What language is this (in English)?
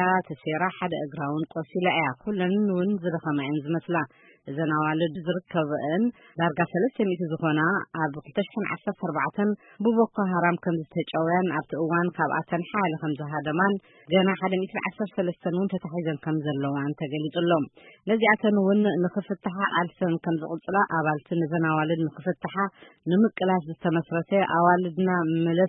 Tigrinya